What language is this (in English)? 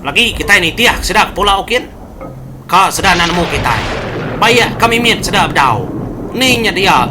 Iban